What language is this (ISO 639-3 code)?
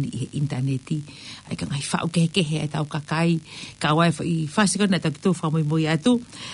ton